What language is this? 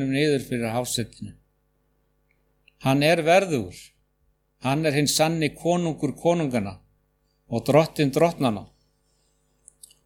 Icelandic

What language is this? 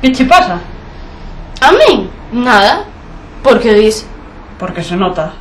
Galician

